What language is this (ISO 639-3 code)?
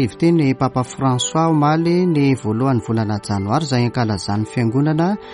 mlg